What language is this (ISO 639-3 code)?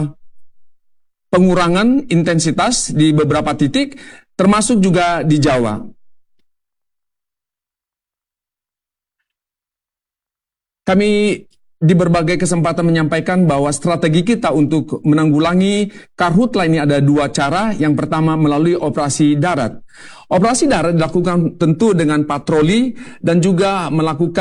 ind